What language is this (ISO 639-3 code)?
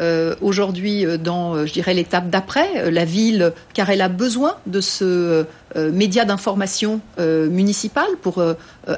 fra